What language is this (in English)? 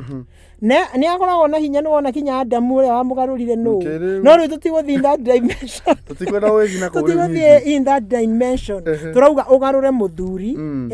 Kikuyu